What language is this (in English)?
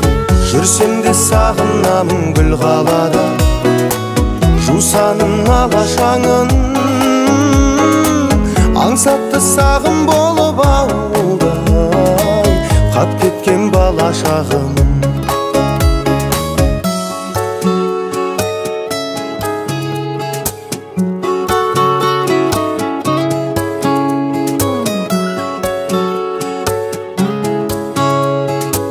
Kazakh